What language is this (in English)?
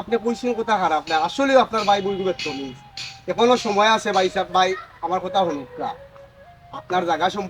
Sylheti